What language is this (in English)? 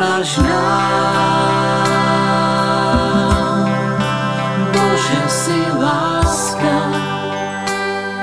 Slovak